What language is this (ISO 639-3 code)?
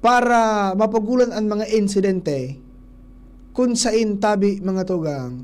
bik